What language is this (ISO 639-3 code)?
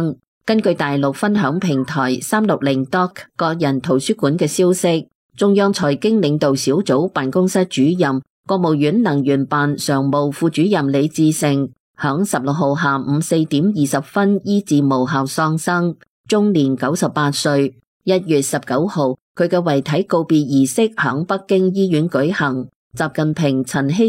yue